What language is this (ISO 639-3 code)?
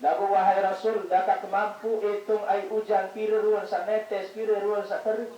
sas